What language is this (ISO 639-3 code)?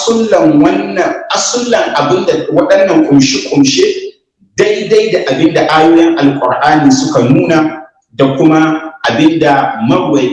hau